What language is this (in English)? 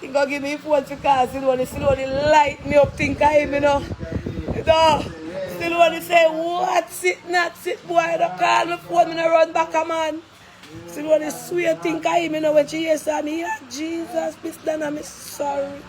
Jamaican Creole English